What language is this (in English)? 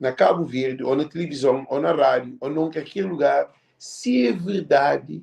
Kabuverdianu